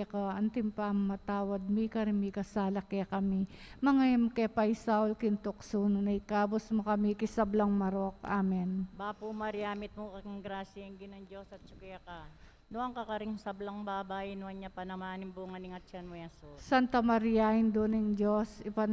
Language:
Pampanga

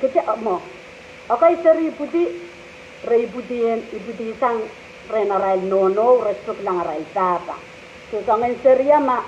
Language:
Pohnpeian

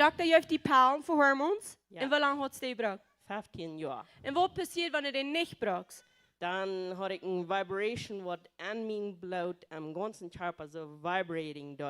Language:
Plautdietsch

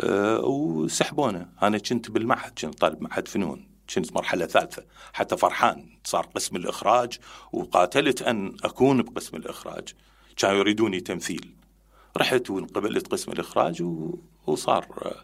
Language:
Mesopotamian Arabic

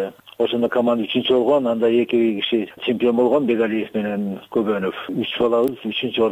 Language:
Kyrgyz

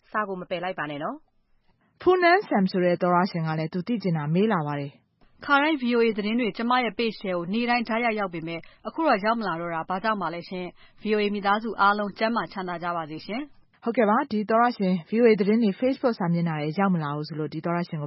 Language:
Burmese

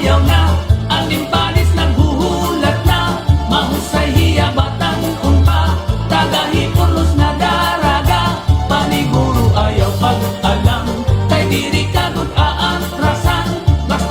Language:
Waray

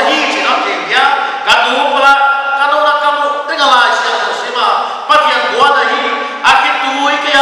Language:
Paite Chin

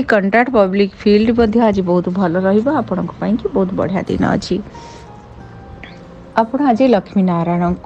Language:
Odia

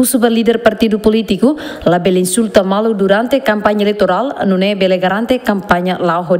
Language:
Tetum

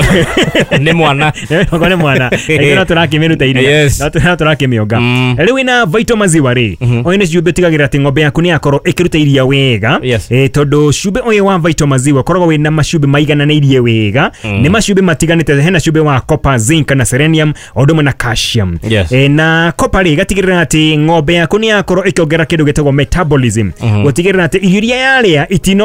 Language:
Kikuyu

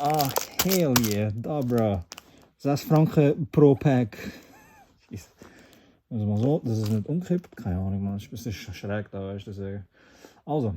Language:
Swiss German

